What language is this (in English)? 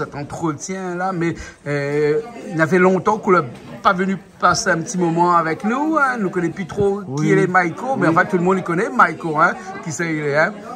Réunion Creole French